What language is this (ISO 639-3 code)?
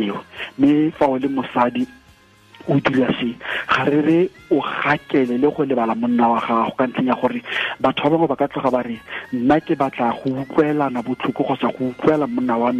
tsn